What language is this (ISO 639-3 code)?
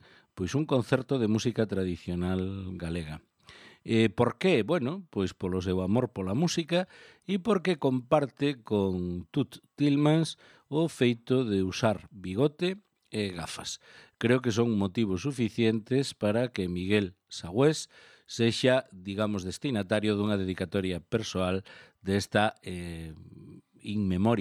glg